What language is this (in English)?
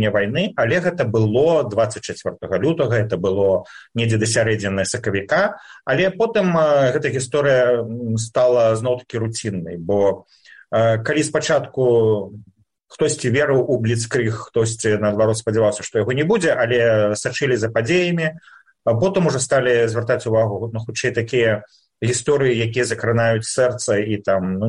Belarusian